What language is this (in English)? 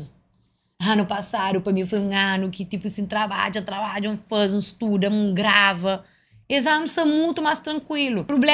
Kabuverdianu